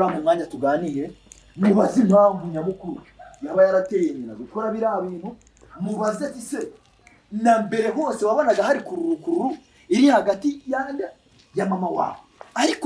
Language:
Kinyarwanda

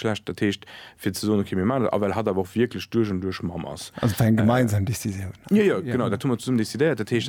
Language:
Luxembourgish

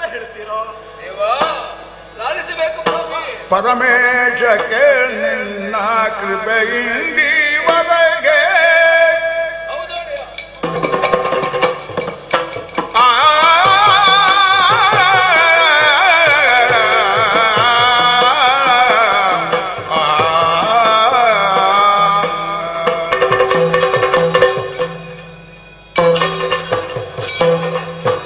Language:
Kannada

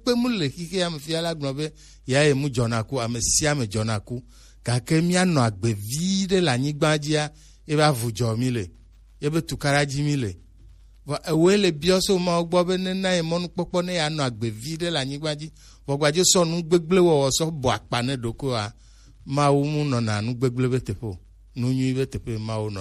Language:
Gen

